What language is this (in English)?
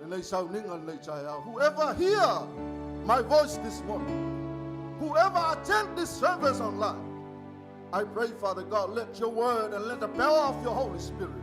Samoan